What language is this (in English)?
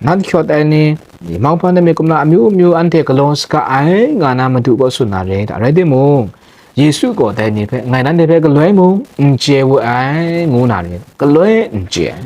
Kachin